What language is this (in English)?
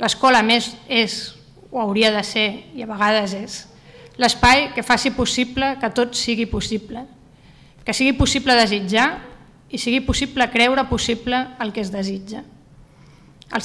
Catalan